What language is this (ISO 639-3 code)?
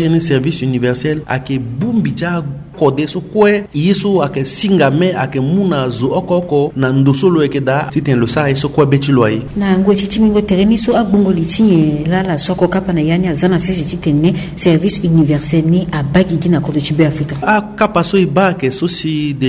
sag